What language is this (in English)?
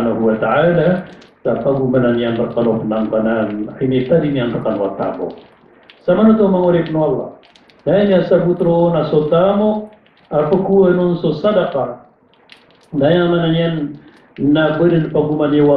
Maranao